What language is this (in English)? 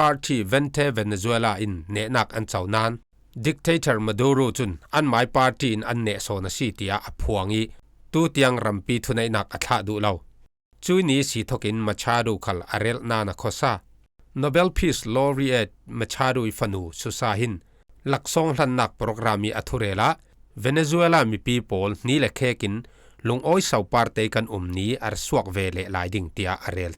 Falam Chin